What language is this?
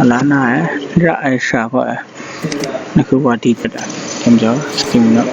Kachin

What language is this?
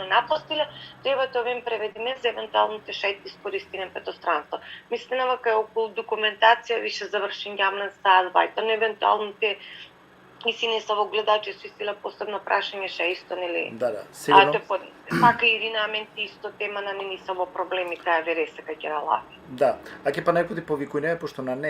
Balkan Romani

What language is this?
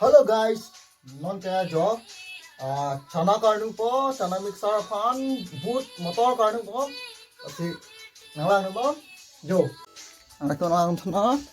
Karbi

